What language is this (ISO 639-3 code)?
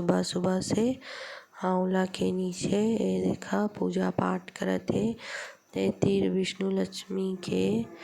hne